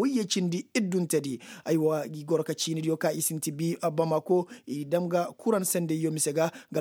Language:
Koyraboro Senni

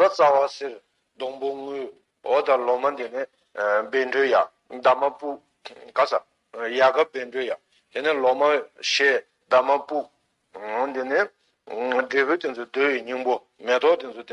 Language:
Tibetan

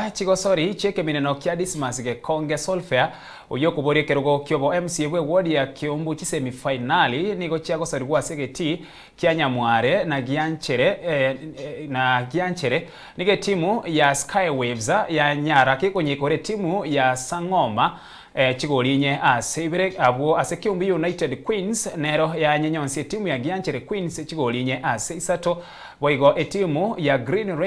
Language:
Gusii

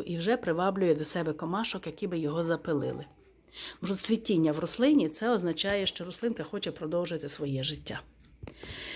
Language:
Ukrainian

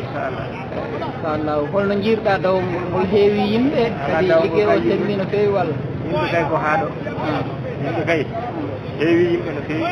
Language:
Fula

